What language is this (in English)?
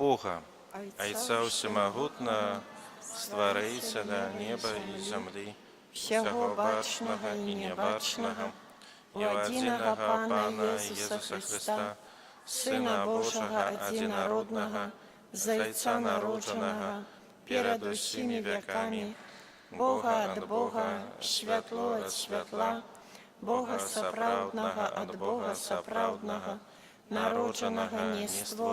Belarusian